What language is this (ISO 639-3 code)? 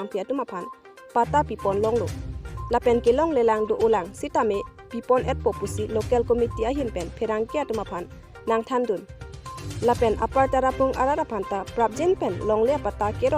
mjw